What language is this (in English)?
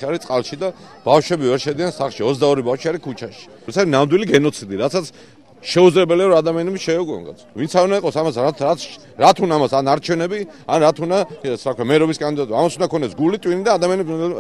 Georgian